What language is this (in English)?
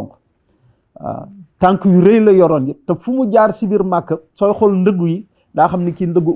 Wolof